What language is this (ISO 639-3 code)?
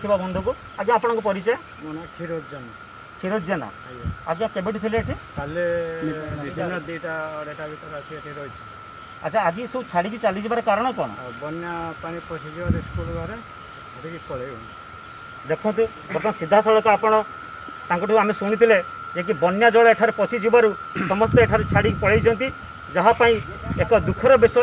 ori